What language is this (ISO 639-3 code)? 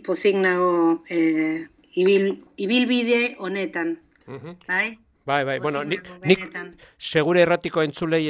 eus